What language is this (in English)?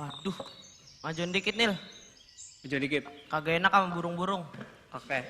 Betawi